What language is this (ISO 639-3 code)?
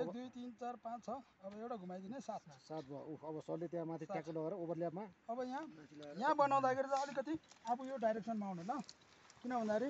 nep